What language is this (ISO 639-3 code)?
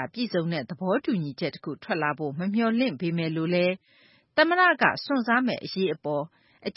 mya